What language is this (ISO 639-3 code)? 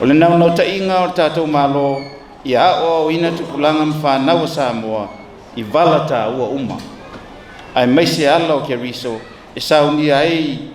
smo